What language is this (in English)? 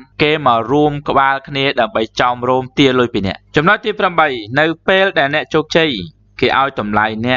Khmer